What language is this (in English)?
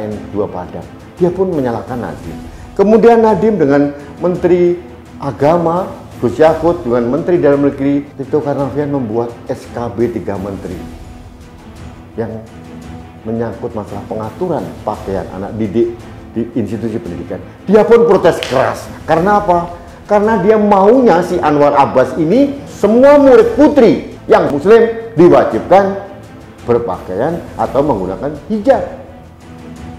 Indonesian